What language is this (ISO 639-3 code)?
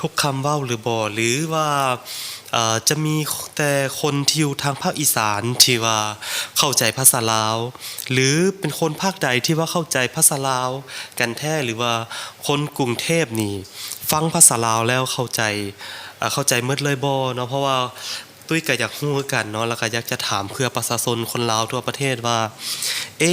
lao